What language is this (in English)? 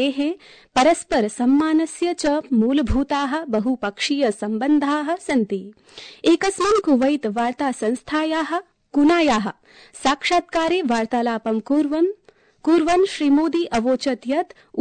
Sanskrit